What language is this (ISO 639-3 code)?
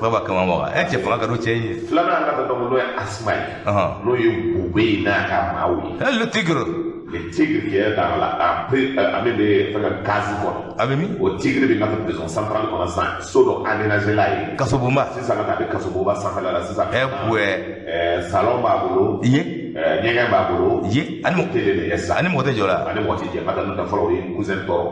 bam